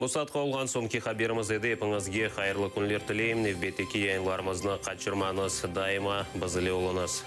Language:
Crimean Tatar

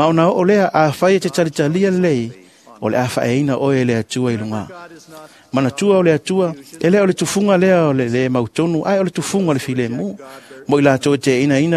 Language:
Samoan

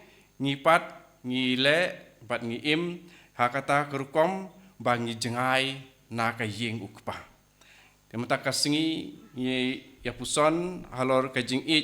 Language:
Khasi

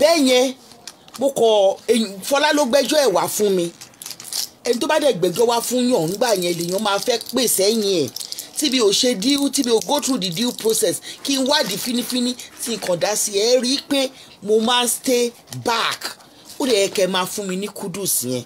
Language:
Yoruba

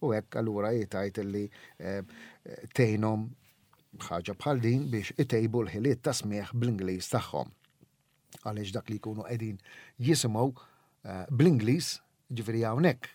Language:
Maltese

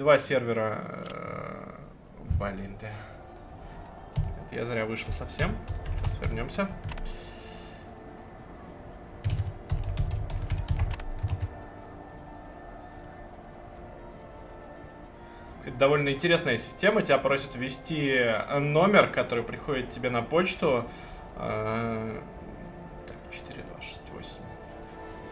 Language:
Russian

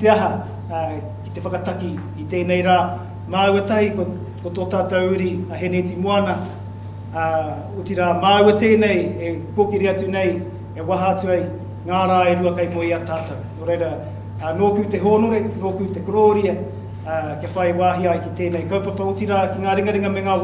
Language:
Māori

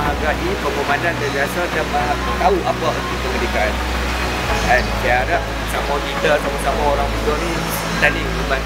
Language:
Malay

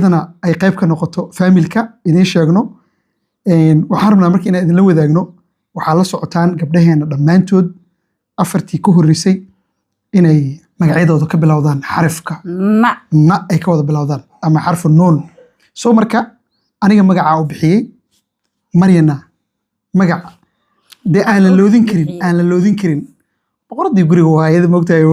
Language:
Somali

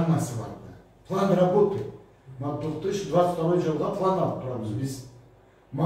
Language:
Karachay-Balkar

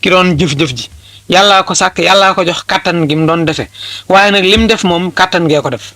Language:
Wolof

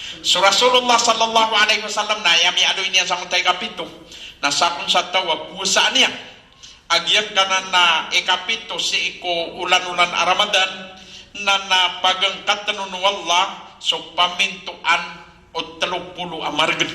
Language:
Maranao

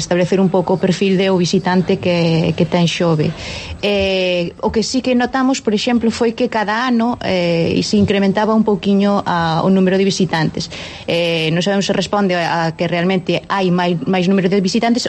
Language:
Galician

